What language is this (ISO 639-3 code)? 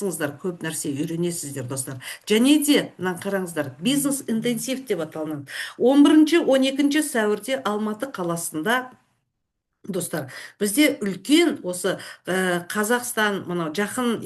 kaz